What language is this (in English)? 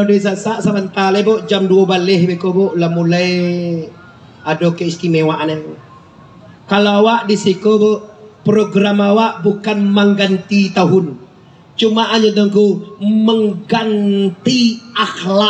Minangkabau